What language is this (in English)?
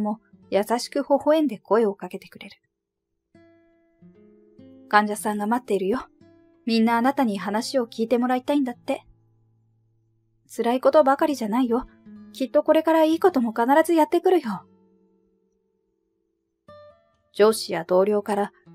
Japanese